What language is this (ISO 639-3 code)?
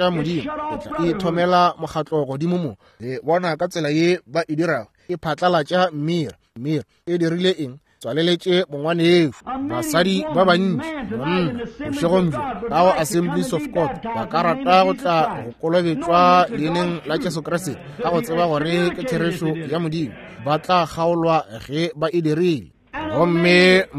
nso